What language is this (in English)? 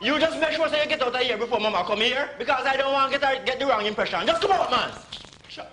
Jamaican Creole English